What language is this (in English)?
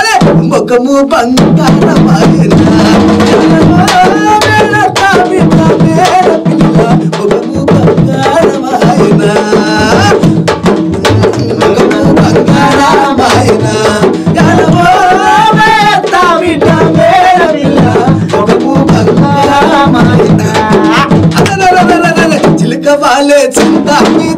Telugu